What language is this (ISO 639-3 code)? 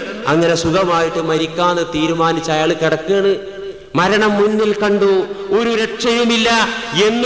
mal